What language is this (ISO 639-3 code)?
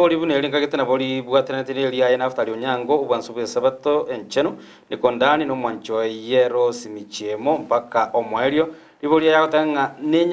guz